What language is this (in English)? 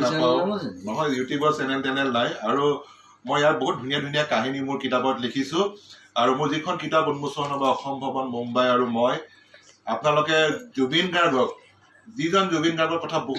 Assamese